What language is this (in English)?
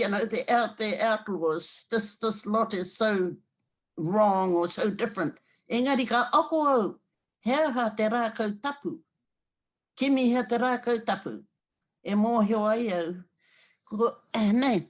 Māori